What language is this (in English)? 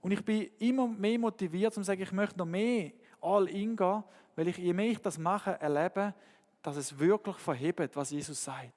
Swiss German